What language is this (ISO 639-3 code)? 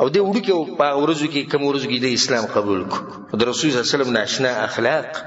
pus